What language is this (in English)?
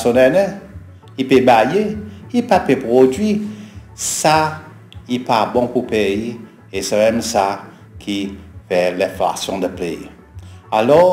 Seselwa Creole French